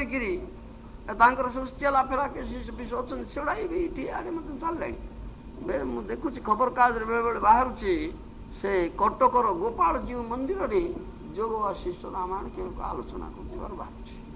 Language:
Odia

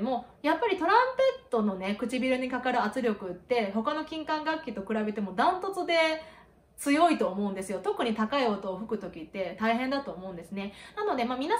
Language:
Japanese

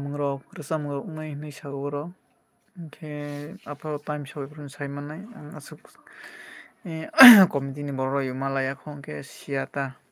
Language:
Kok Borok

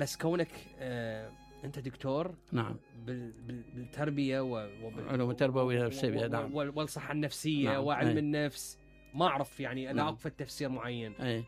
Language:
Mesopotamian Arabic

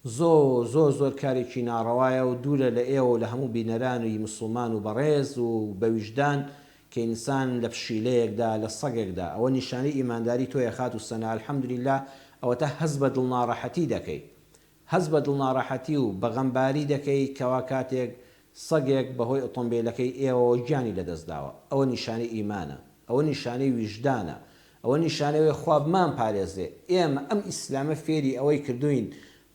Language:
Central Kurdish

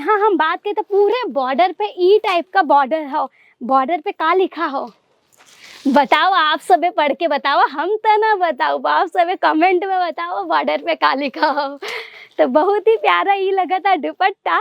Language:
Bhojpuri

